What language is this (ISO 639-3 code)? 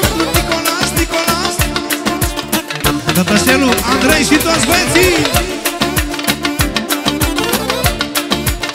ron